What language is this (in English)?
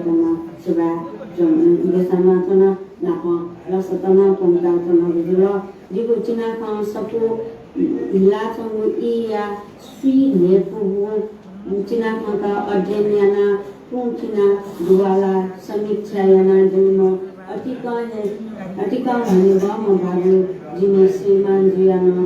Newari